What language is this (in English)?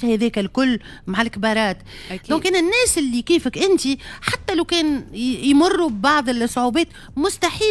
Tunisian Arabic